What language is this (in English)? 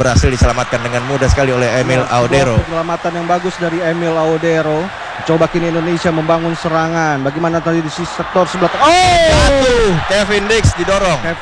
Indonesian